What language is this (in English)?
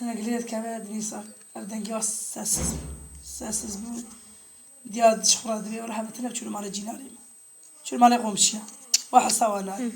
Kurdish